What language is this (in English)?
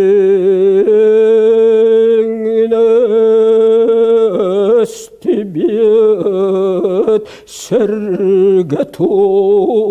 Yakut